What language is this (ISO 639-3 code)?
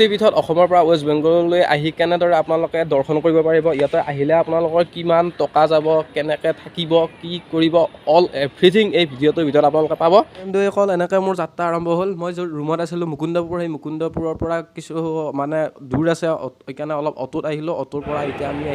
asm